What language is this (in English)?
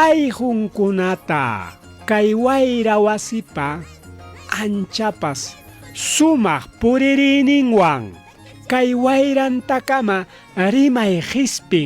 Ayacucho Quechua